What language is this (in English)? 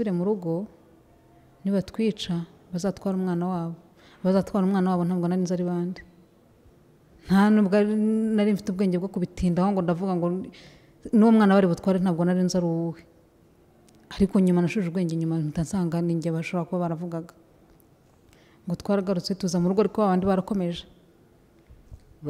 Kinyarwanda